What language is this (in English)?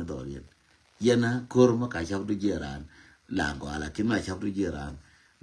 Nuer